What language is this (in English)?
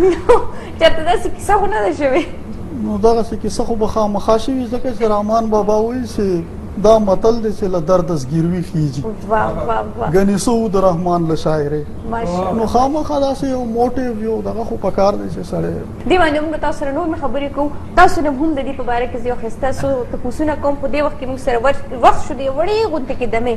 Pashto